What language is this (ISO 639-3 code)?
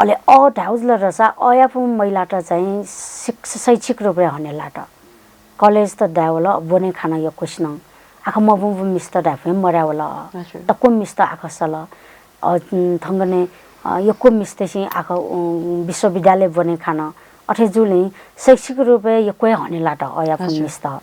new